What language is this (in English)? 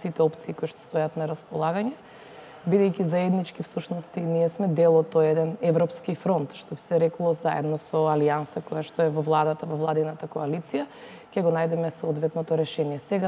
Macedonian